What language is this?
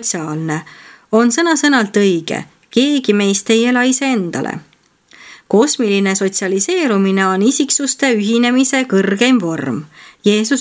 Estonian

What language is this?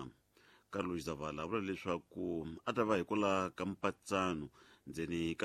Tsonga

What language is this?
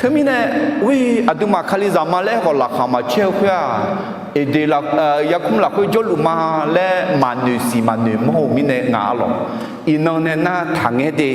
Akha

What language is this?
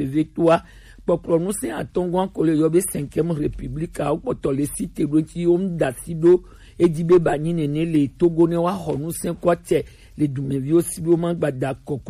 Gen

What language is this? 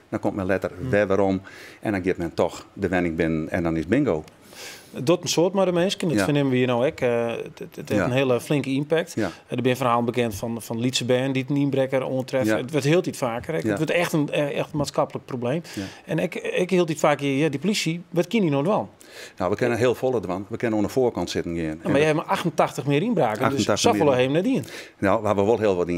Western Frisian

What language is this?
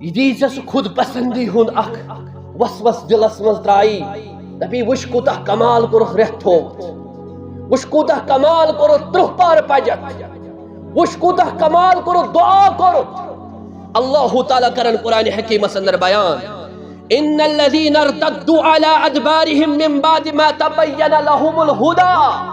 Kashmiri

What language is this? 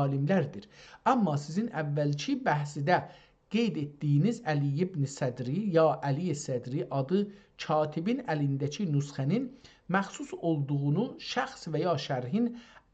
South Azerbaijani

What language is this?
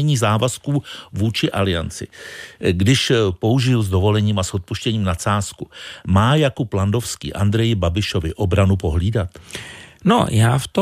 Czech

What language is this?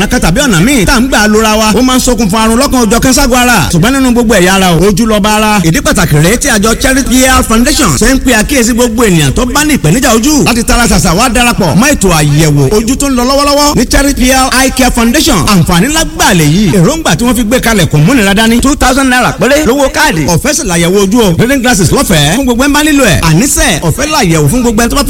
Yoruba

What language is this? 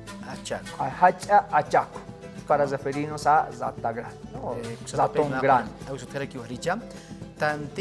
Aymara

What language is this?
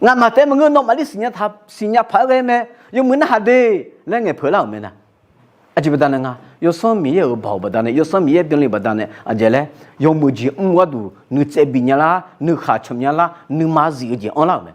Akha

